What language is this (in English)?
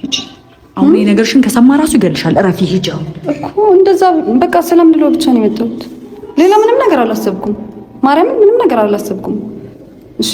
Amharic